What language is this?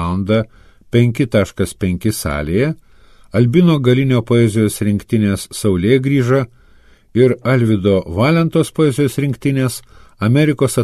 Lithuanian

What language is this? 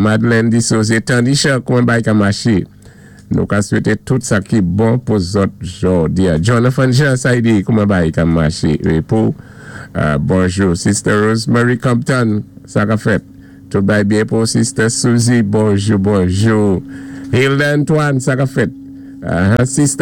Saint Lucian Creole French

